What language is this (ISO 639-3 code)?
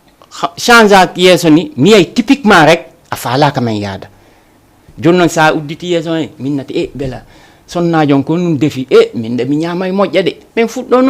ful